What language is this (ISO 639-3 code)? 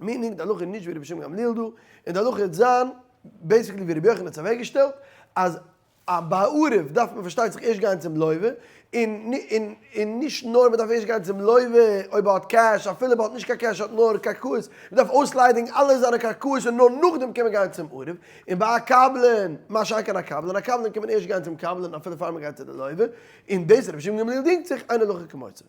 yid